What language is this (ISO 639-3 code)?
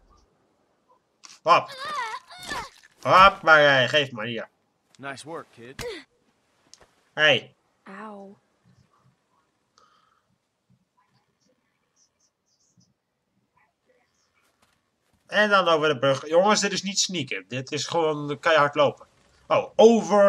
nld